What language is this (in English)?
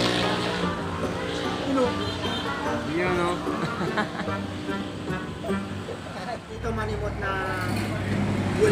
Filipino